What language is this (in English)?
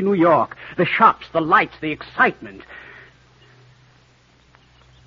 English